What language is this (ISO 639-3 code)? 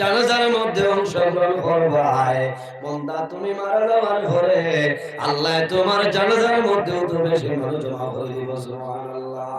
syl